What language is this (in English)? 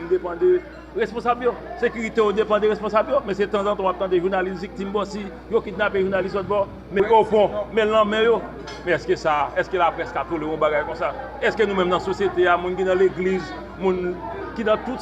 Haitian Creole